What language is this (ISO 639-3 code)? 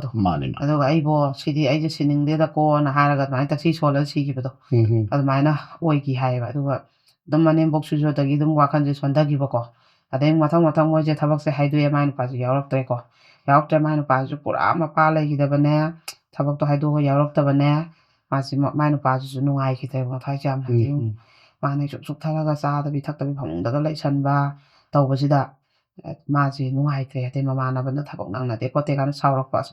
mni